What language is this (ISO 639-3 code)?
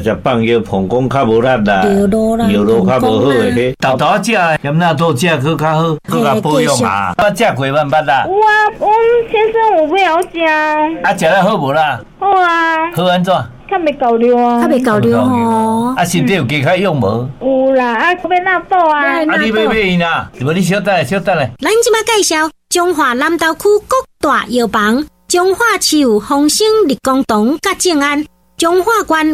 nan